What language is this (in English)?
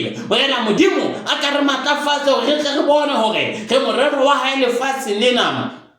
Southern Sotho